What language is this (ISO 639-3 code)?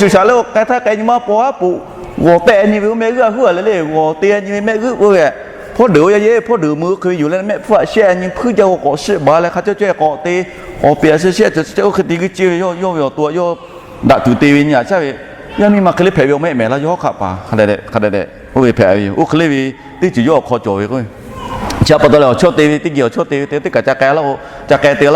lhu